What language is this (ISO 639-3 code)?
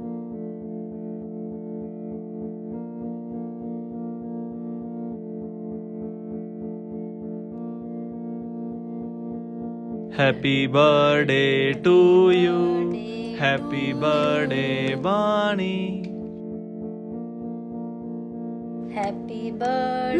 pan